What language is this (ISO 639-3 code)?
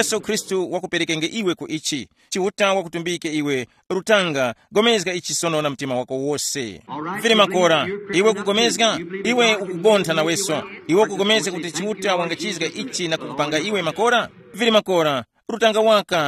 tum